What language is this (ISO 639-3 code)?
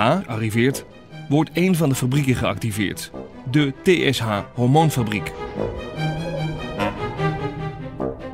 nld